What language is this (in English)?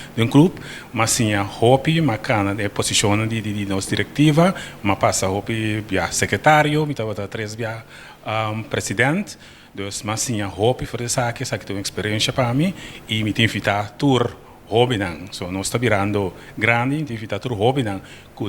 Papiamento